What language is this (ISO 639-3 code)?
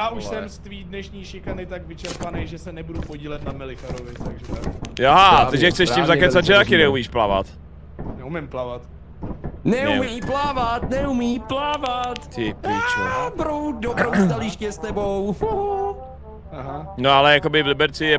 ces